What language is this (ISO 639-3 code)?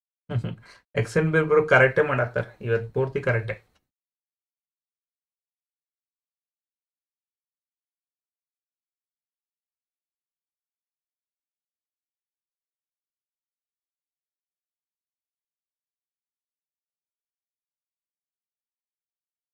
kan